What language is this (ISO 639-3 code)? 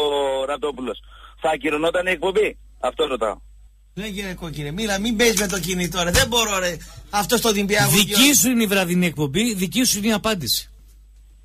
ell